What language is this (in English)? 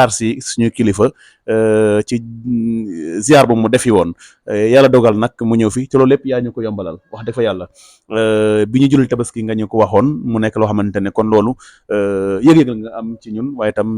Wolof